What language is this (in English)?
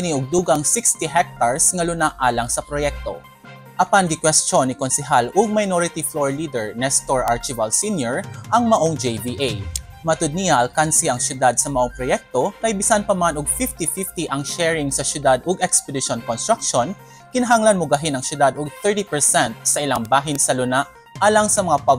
Cebuano